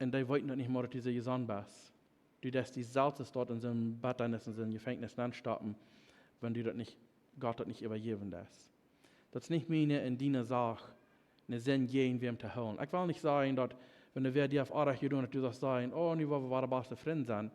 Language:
Plautdietsch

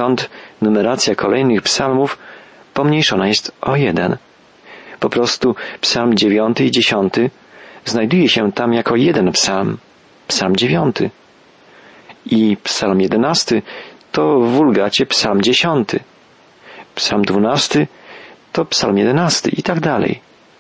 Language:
Polish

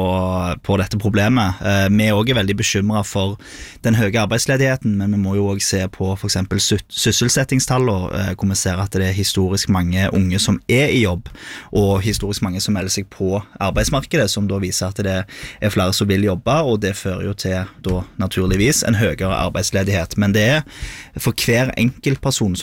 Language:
Norwegian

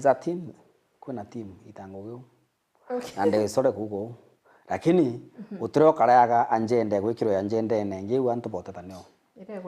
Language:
Meru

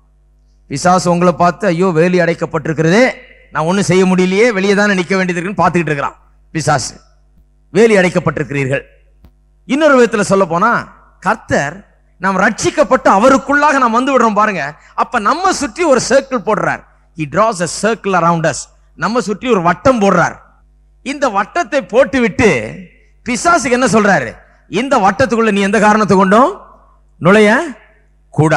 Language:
Tamil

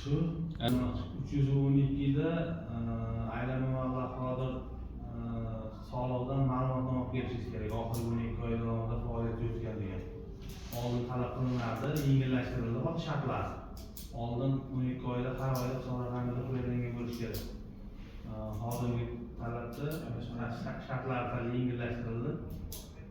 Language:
Uzbek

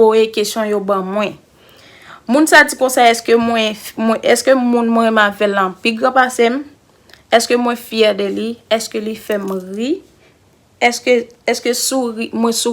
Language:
Haitian Creole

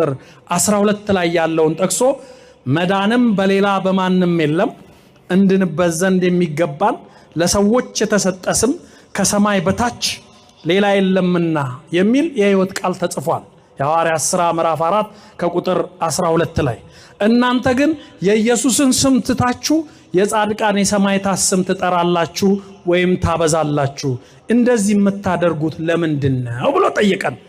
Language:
Amharic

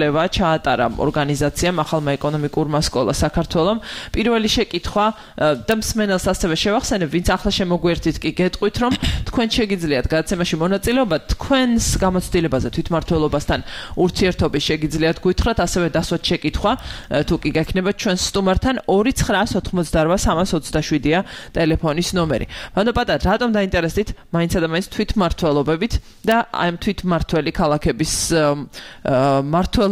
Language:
Georgian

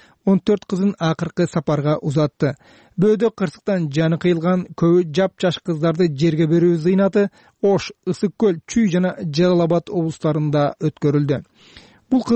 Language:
Kyrgyz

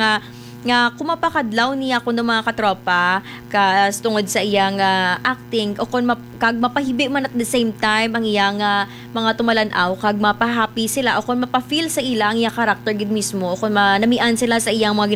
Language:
Hiligaynon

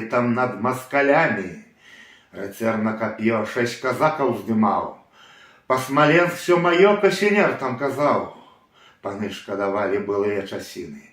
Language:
Belarusian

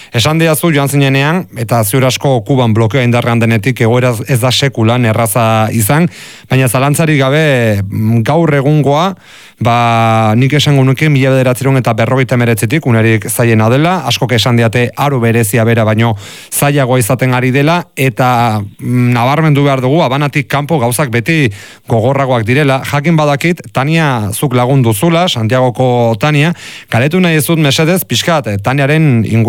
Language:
Basque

